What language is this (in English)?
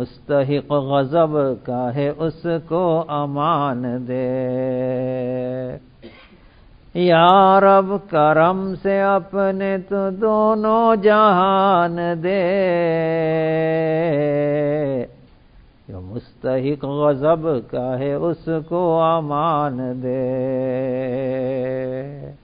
Urdu